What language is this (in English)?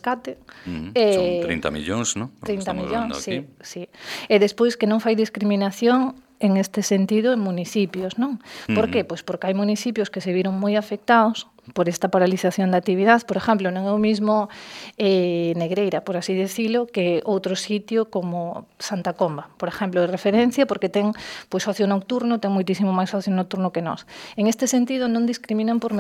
Galician